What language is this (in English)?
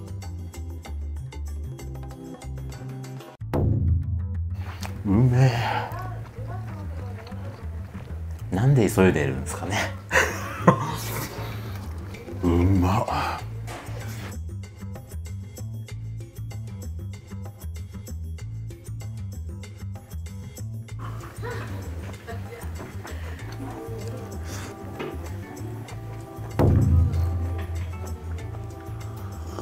Japanese